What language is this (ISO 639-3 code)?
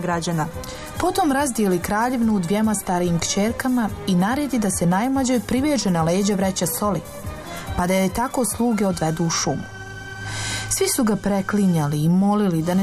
bos